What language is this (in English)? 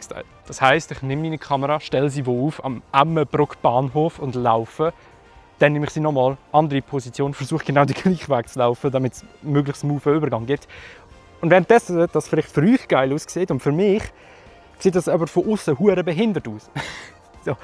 Swiss German